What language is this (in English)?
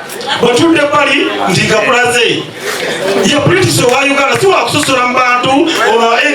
Ganda